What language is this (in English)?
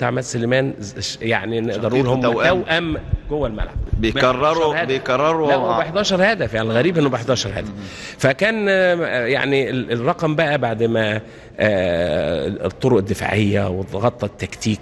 Egyptian Arabic